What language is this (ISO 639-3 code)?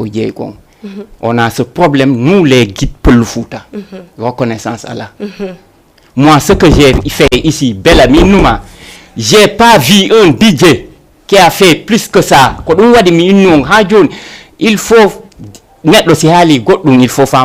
ful